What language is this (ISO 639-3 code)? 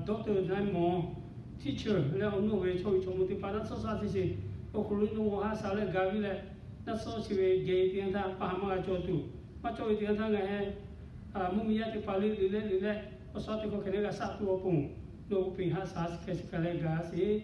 lhu